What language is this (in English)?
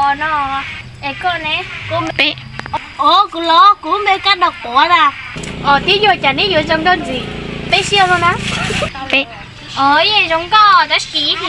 Hmong